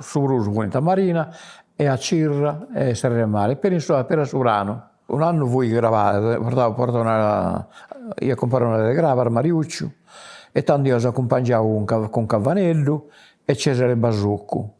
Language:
Sardinian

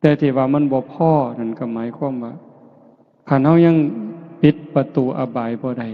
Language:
Northeastern Thai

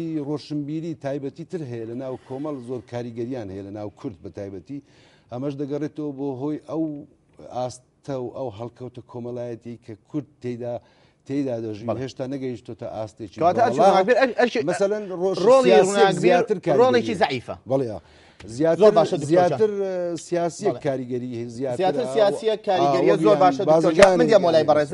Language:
Central Kurdish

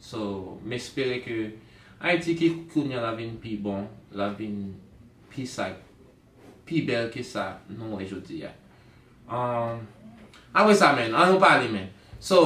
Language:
Haitian Creole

